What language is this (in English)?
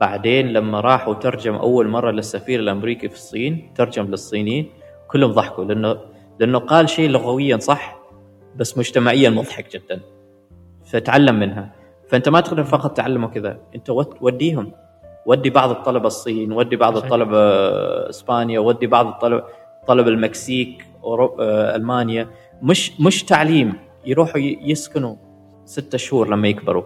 Gulf Arabic